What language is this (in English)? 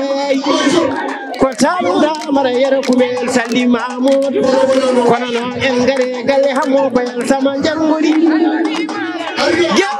Fula